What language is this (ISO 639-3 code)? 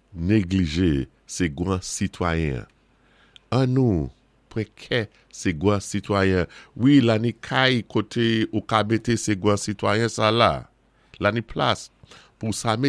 acf